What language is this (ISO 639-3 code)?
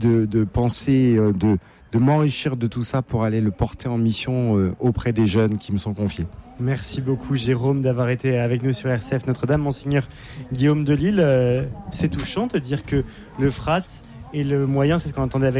fra